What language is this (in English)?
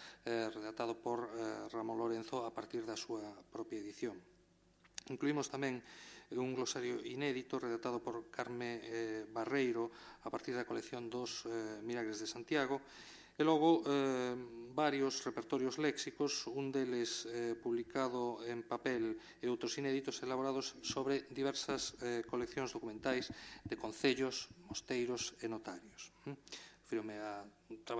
Galician